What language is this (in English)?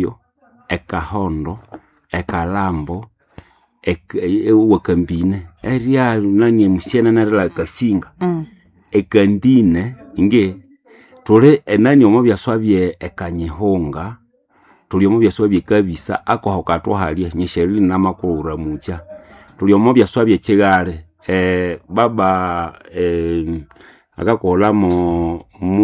Nande